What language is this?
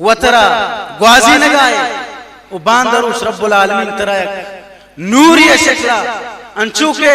Baluchi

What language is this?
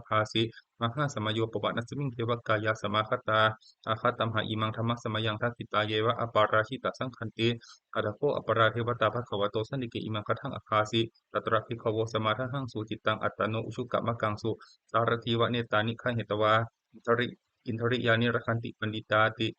Pali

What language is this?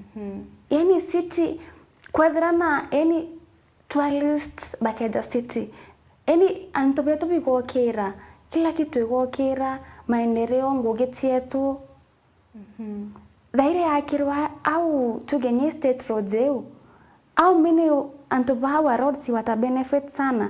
Meru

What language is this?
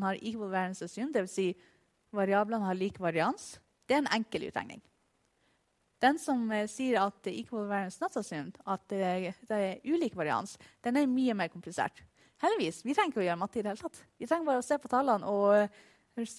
Norwegian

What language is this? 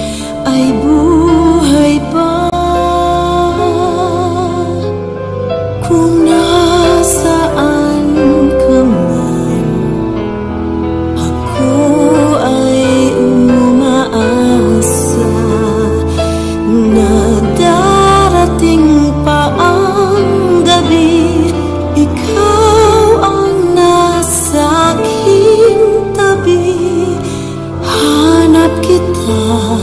Filipino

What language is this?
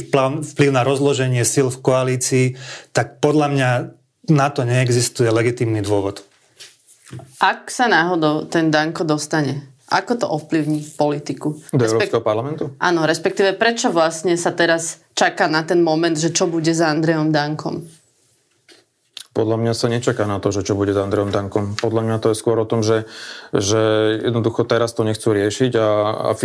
Slovak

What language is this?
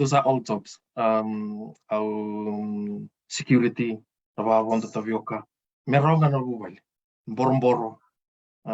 Fijian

